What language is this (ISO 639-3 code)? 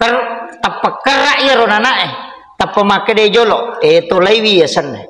bug